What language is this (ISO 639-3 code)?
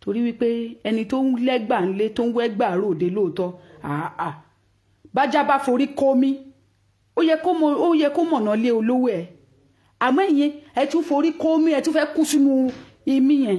yor